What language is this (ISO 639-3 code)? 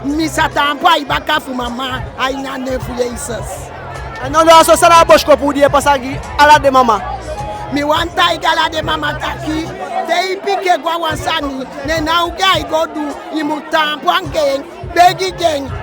djk